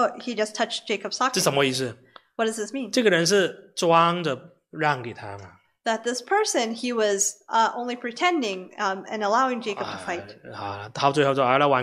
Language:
Chinese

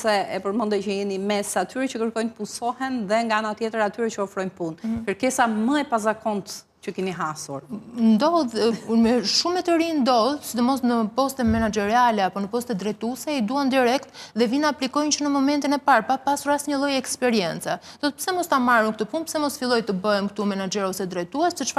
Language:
Albanian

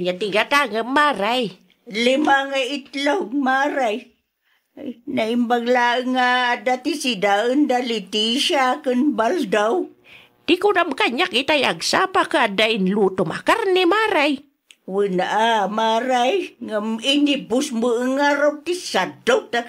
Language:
Iloko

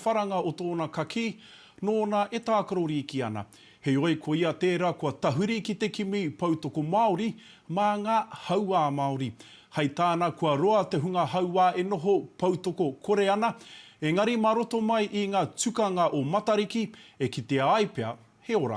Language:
Māori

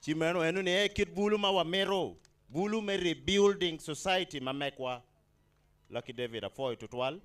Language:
Acoli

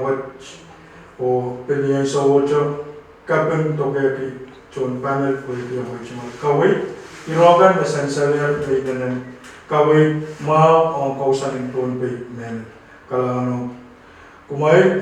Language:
Pohnpeian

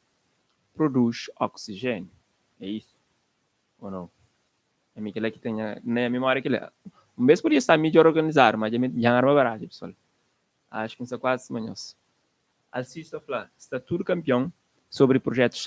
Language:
Kabuverdianu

